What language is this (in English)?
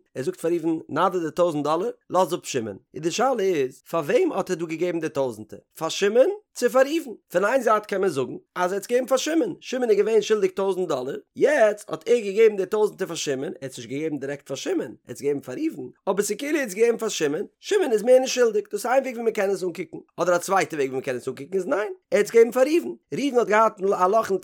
Yiddish